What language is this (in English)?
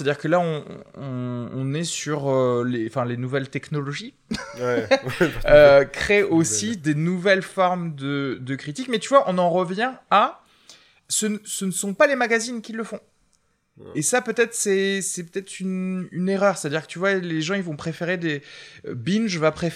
French